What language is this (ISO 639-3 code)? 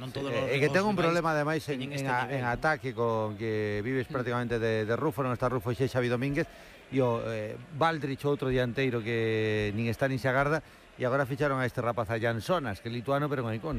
glg